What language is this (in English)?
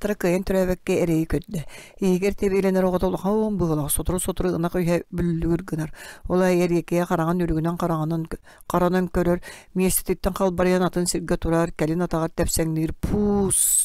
Yakut